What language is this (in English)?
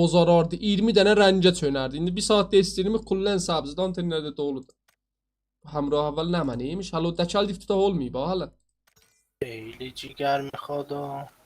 South Azerbaijani